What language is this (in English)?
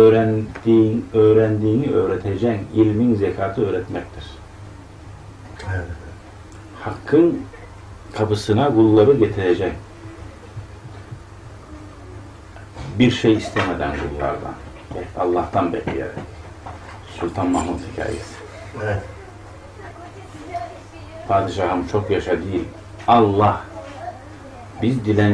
Turkish